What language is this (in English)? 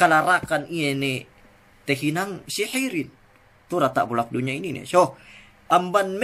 Yakan